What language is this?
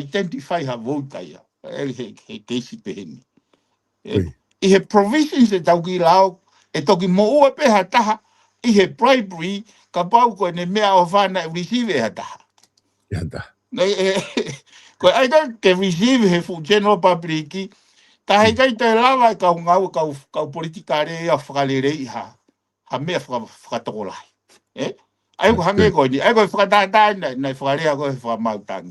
Tongan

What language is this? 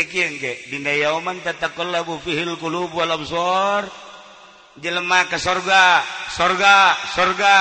Sundanese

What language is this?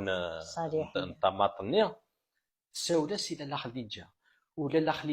Kabyle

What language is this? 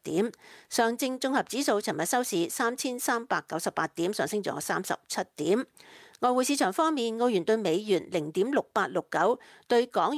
Cantonese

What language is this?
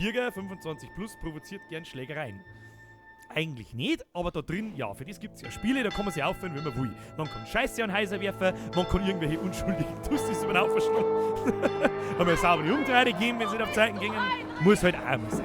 Bavarian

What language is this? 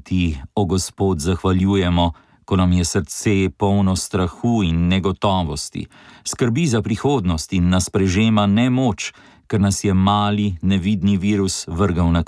Slovenian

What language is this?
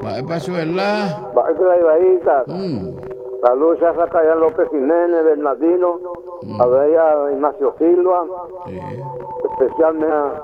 Guarani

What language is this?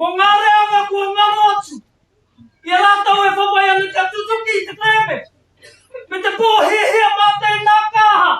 Māori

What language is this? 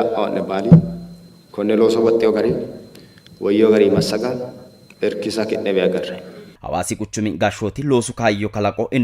Sidamo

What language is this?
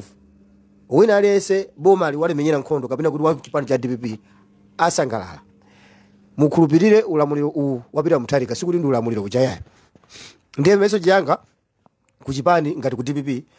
Nyanja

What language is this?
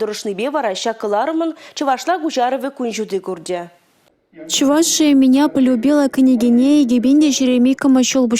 Chuvash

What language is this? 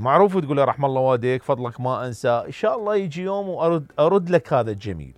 Mesopotamian Arabic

